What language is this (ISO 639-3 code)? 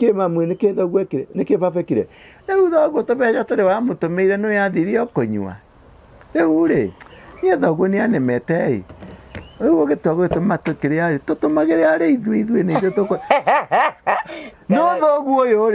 kik